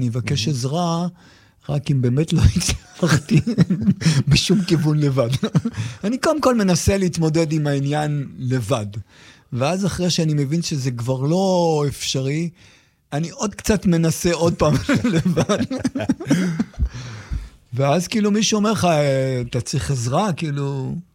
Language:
Hebrew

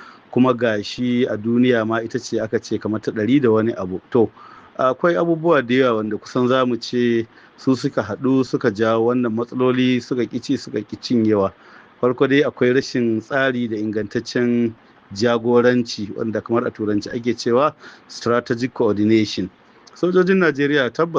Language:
Hausa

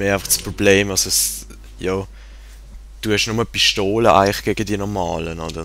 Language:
Swiss German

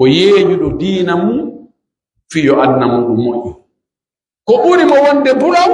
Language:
Pular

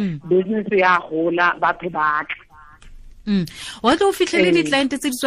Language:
Tswana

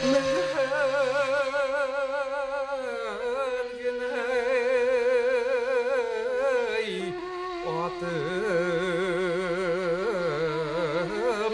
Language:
Bashkir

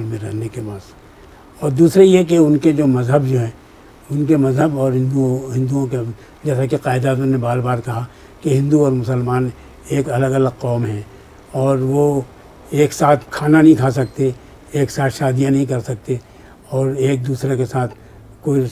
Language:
Urdu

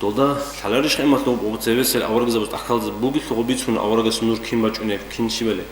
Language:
Avaric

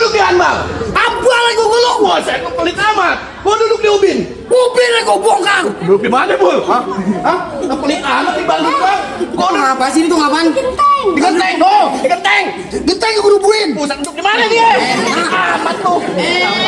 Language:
Betawi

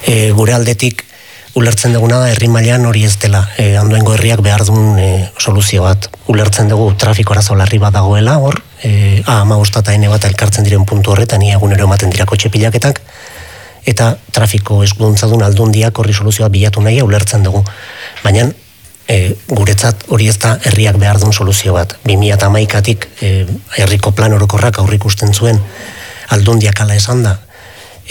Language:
Basque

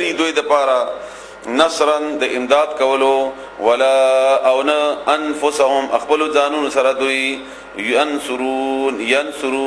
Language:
Pashto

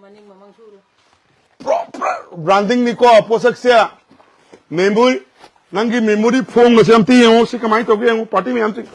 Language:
Manipuri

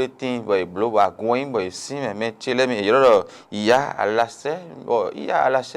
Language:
Fon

